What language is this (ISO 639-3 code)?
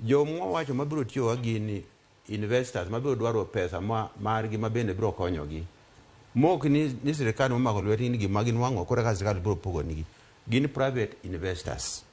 luo